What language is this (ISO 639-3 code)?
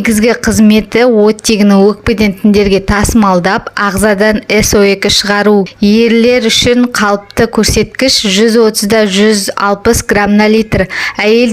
kaz